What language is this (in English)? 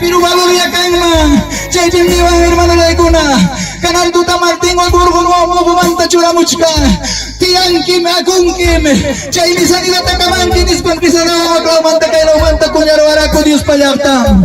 Ayacucho Quechua